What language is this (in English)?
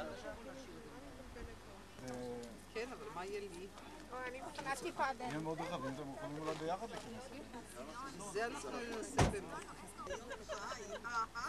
Hebrew